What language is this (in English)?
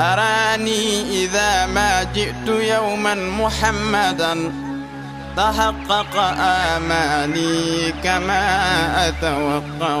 Fula